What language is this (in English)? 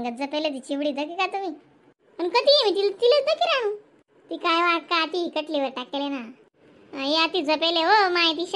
Khandesi